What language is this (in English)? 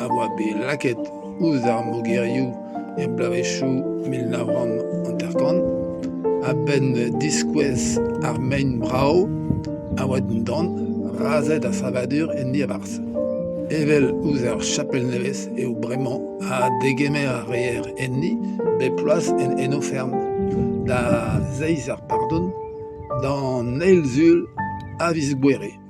Breton